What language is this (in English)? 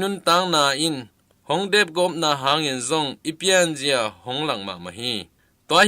Tedim Chin